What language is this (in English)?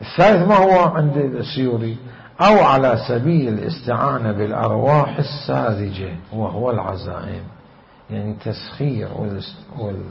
Mesopotamian Arabic